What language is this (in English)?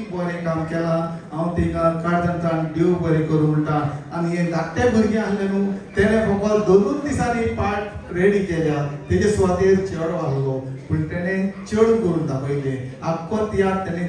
Konkani